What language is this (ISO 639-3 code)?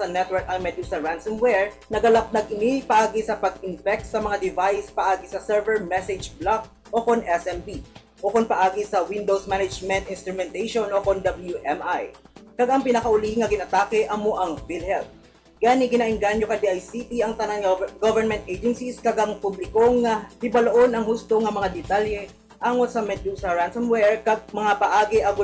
hil